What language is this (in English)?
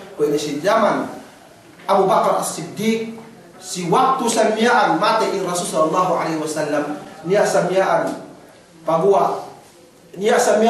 Yakan